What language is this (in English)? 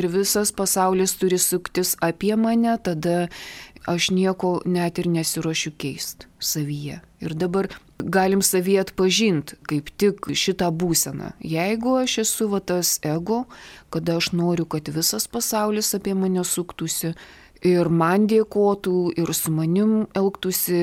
Lithuanian